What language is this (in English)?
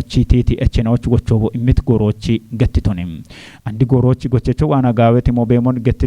Kafa